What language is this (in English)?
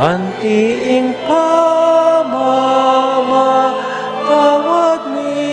Pampanga